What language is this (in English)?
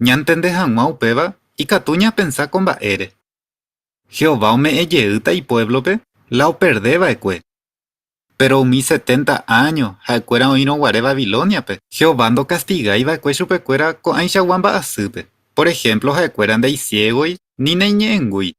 Guarani